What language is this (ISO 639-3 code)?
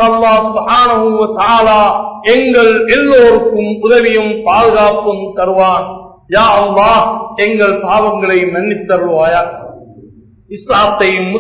tam